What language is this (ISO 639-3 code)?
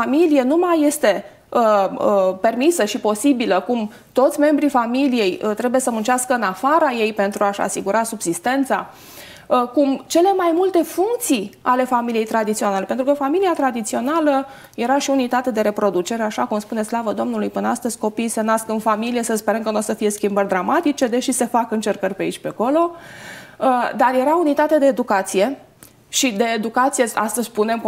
ron